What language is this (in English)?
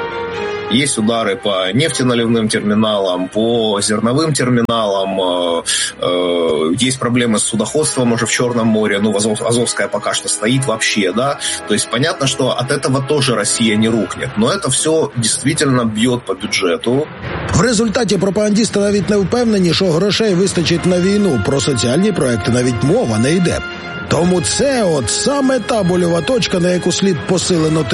Ukrainian